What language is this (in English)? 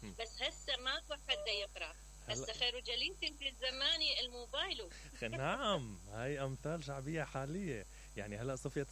Mesopotamian Arabic